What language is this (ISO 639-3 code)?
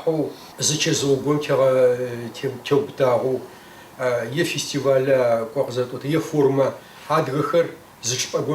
kbd